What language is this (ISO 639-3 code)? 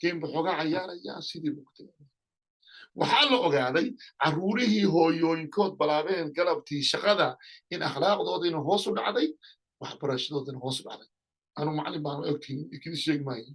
som